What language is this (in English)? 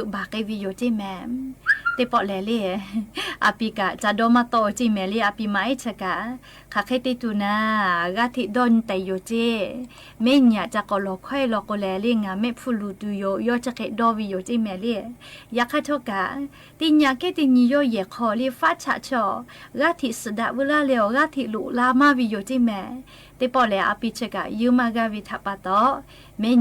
Lahu